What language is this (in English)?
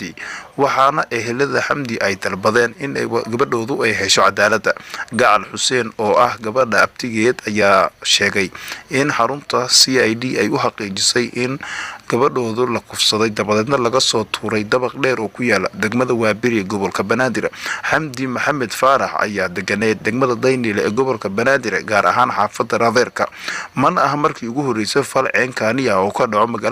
Somali